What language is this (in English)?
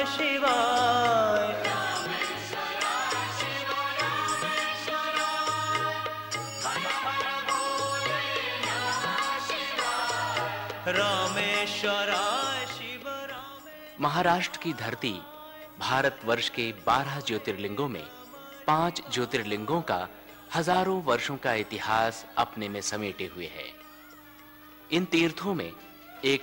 Hindi